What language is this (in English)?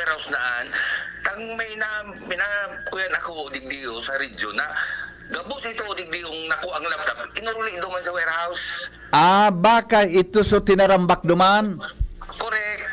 Bikol